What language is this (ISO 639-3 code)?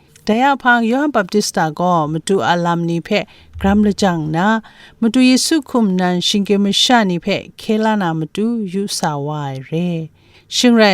kac